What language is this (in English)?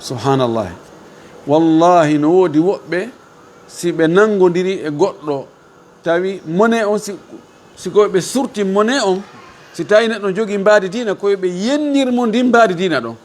Fula